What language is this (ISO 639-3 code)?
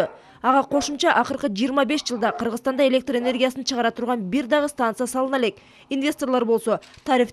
kir